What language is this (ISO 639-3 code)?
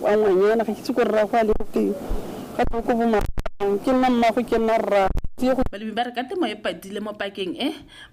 tsn